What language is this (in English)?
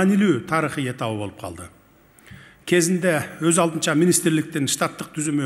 Kyrgyz